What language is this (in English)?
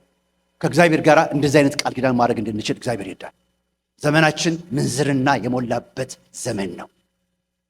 Amharic